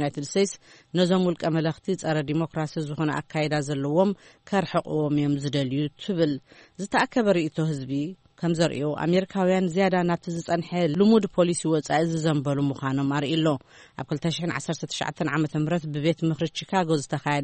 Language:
Tigrinya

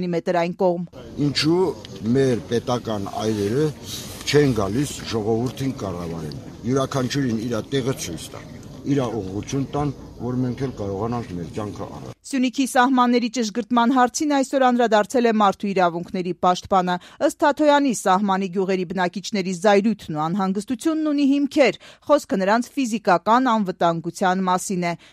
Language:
Armenian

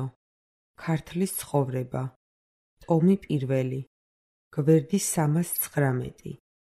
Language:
Georgian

